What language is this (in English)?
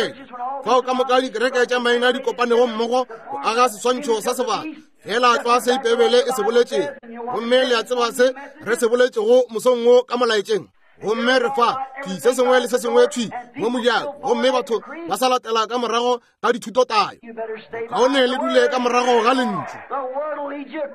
Northern Sotho